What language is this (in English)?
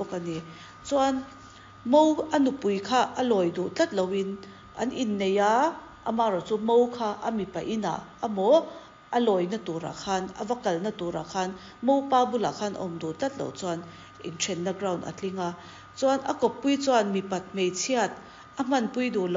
Mizo